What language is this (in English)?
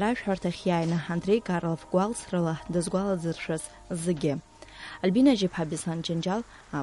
Abkhazian